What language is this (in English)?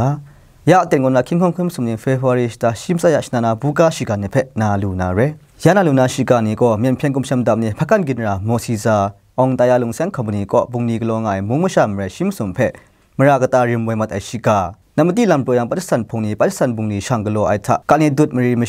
Kachin